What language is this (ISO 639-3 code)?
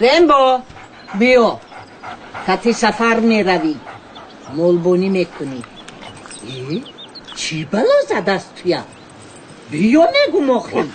tgk